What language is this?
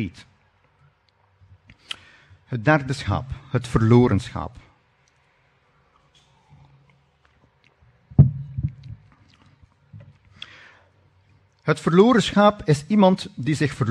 Dutch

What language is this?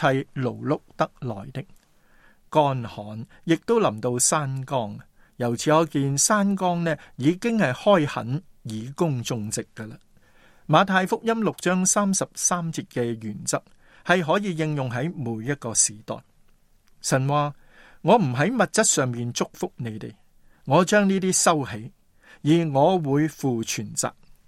Cantonese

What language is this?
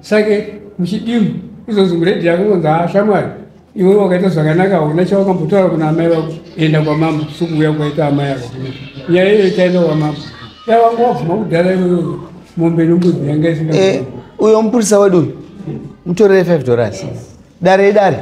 Shona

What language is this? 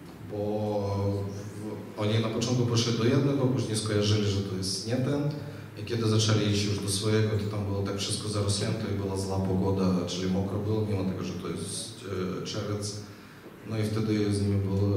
Polish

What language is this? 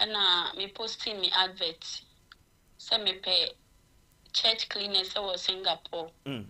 Akan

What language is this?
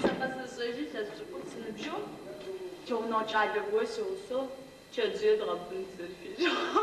Adyghe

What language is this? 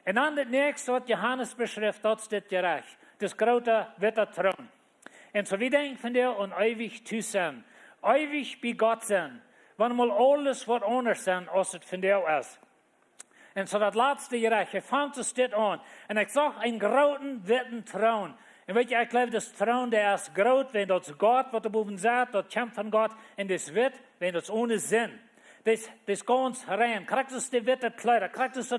Plautdietsch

